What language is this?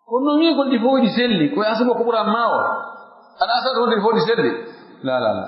Pular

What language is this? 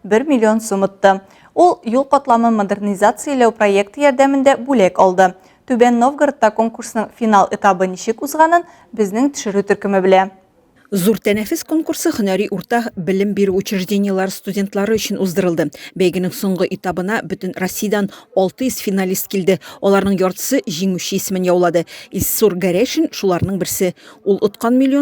Tatar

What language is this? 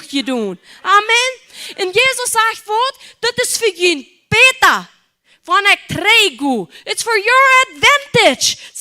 Plautdietsch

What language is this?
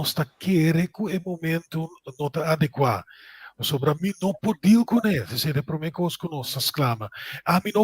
Papiamento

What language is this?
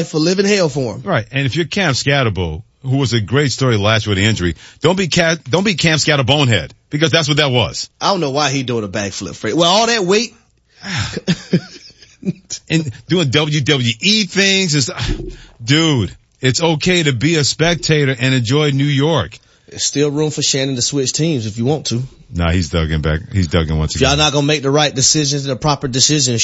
English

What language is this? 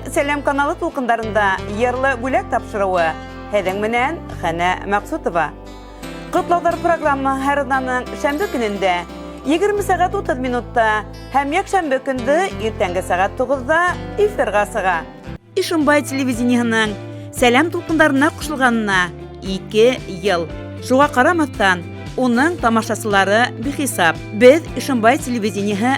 Bashkir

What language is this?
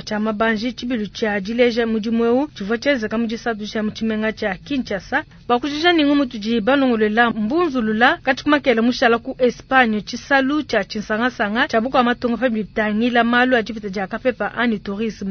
Luba-Lulua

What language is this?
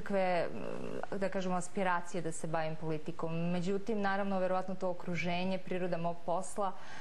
Serbian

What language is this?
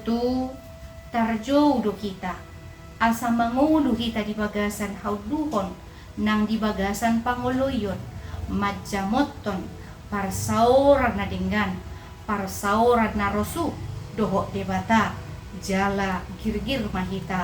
Batak Toba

